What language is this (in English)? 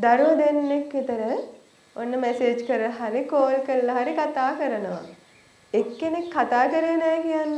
Sinhala